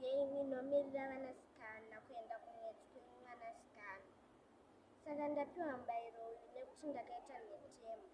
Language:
Shona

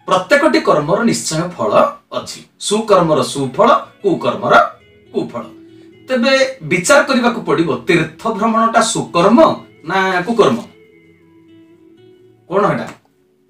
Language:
Odia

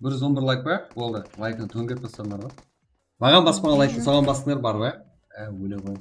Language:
Kara-Kalpak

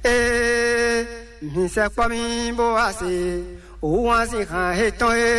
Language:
Fon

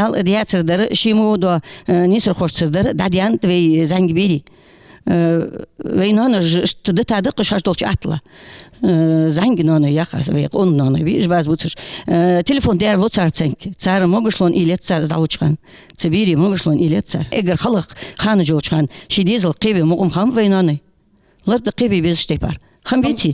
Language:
Ingush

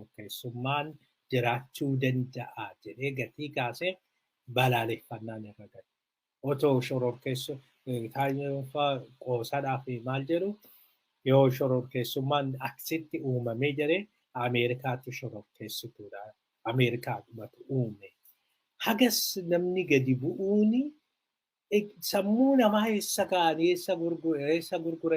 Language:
Oromo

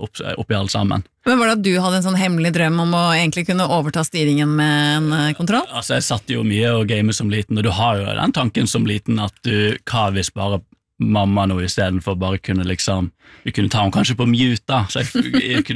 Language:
Norwegian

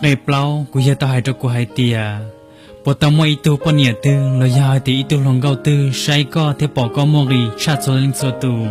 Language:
Hmong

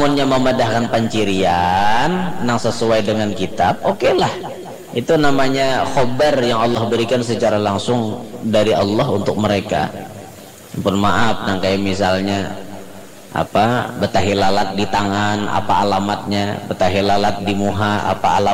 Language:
Banjar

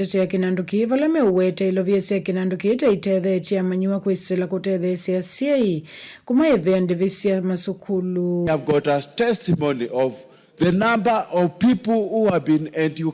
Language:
Kamba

